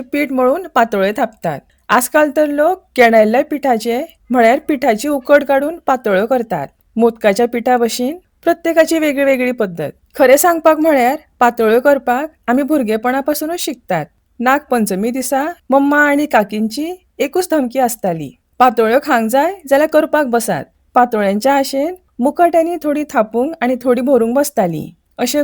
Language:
Konkani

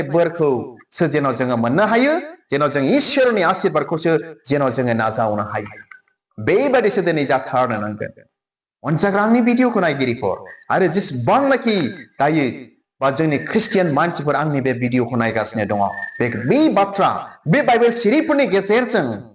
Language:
Bodo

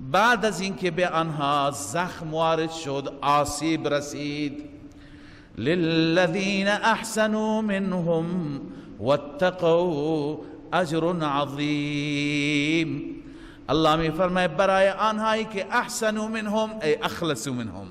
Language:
Persian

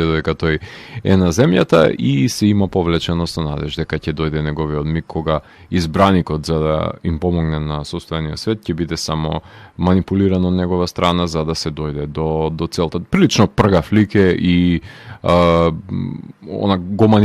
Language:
Macedonian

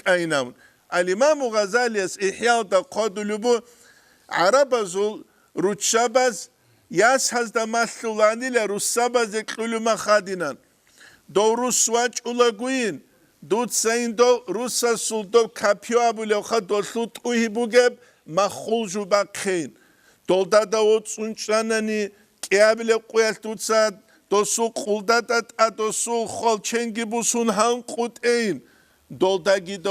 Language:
Avaric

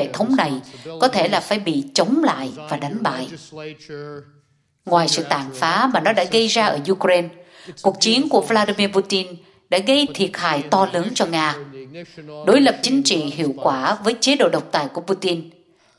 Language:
Vietnamese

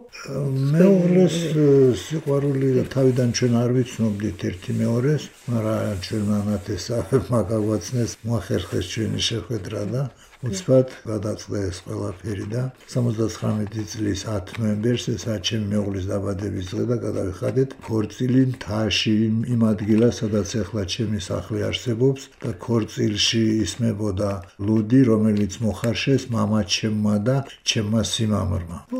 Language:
Georgian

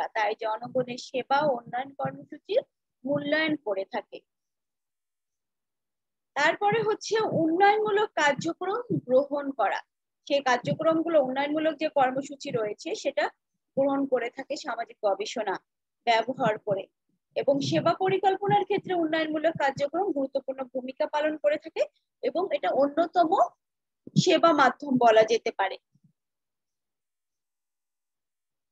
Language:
Bangla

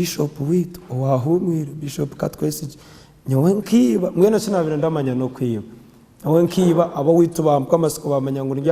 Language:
Nyankole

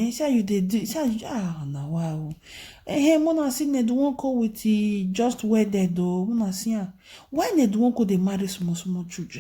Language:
Nigerian Pidgin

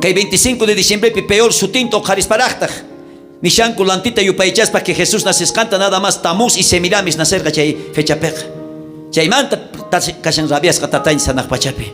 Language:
South Bolivian Quechua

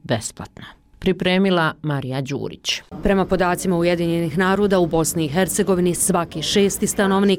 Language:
Bosnian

